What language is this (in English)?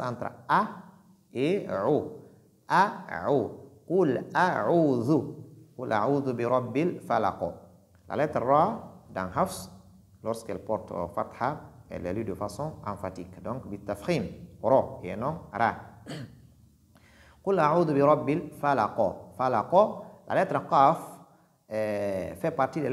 French